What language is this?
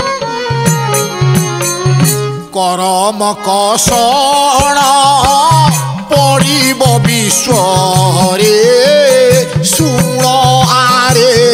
Odia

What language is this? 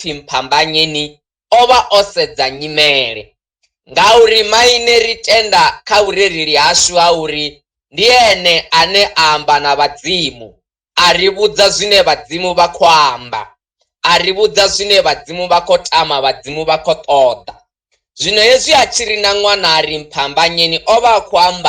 Venda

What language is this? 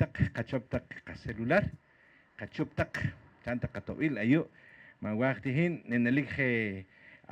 Poqomchi'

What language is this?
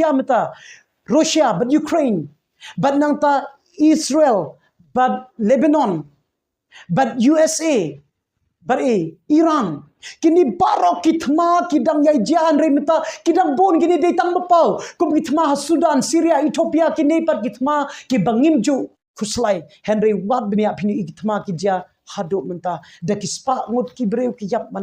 Khasi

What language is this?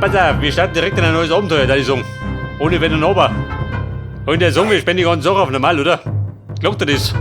Bavarian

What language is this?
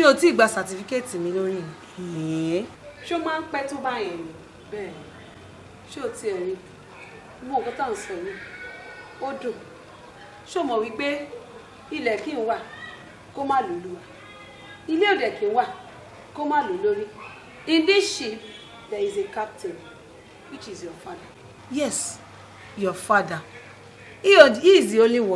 Yoruba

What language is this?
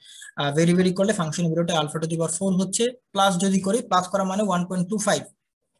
Bangla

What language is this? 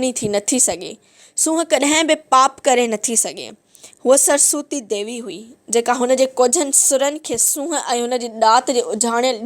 Sindhi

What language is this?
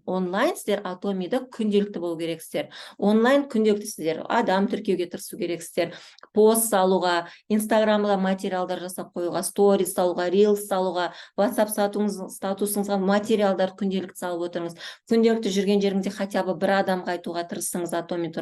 Kazakh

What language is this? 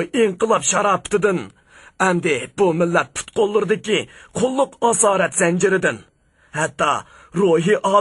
Uyghur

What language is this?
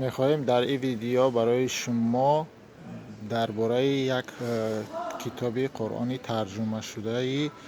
Tajik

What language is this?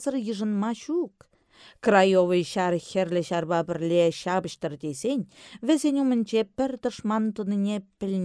Chuvash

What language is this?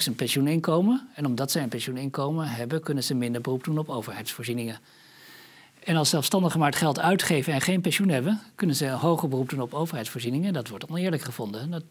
Dutch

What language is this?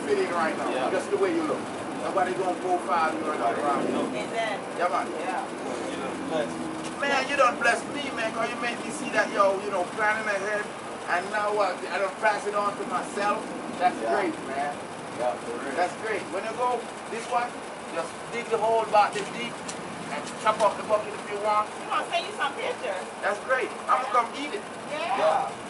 Jamaican Creole English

